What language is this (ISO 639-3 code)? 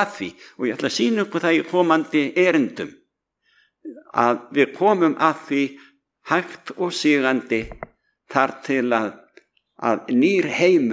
isl